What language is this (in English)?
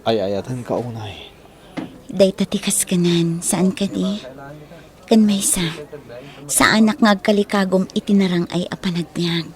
Iloko